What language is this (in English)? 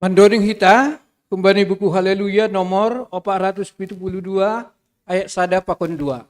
Batak Simalungun